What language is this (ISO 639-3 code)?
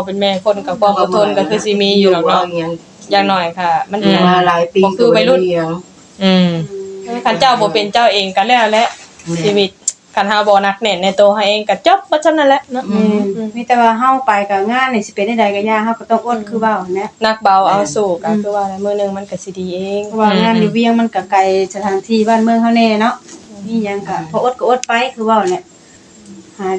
tts